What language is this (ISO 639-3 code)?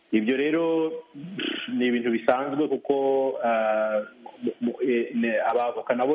kin